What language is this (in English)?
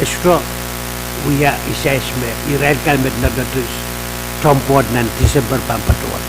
Pohnpeian